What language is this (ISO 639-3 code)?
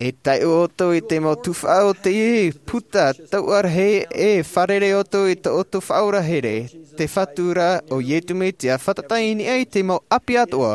tah